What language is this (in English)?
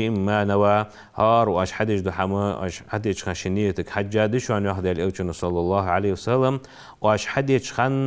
Ingush